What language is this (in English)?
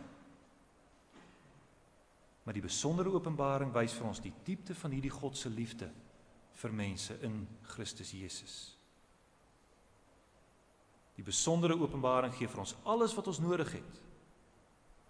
Afrikaans